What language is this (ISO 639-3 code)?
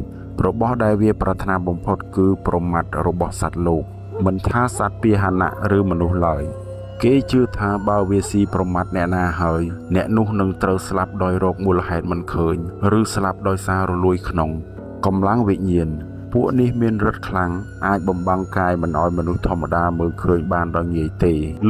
khm